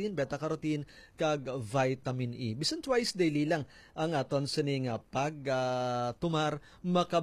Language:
Hiligaynon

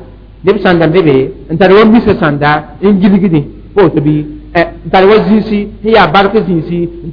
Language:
Mossi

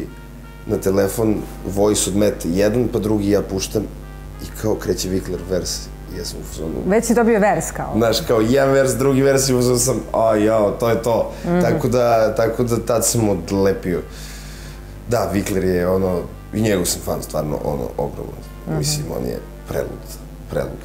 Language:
Serbian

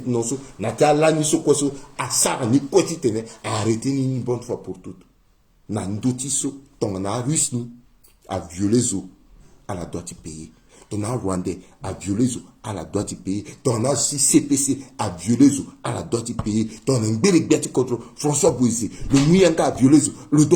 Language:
Sango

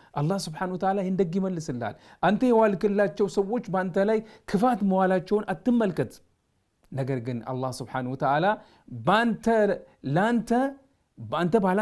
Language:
Amharic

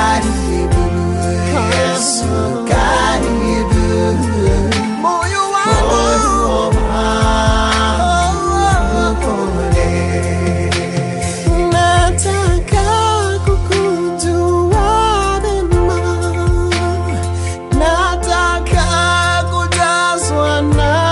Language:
Swahili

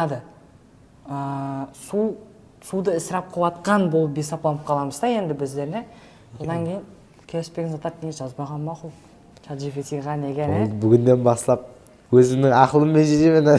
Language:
Kara-Kalpak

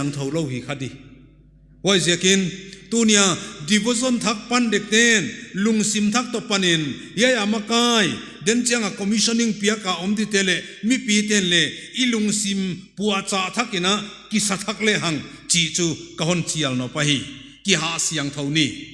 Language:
Paite Chin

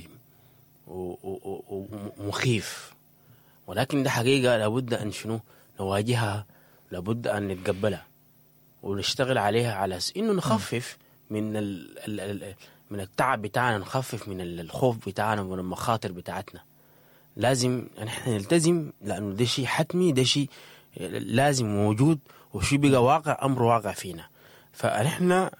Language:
Sudanese Arabic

